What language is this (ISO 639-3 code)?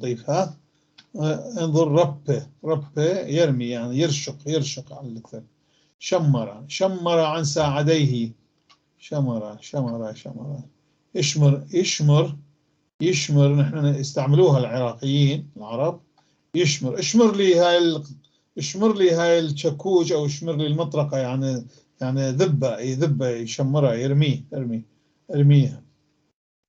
apc